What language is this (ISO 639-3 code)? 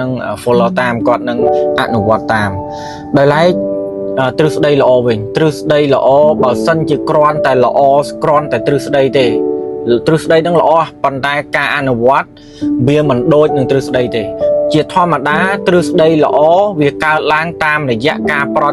khm